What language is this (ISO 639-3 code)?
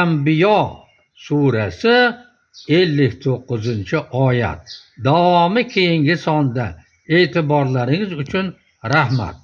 uzb